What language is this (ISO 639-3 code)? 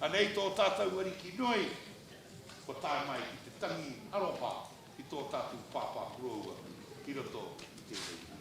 mri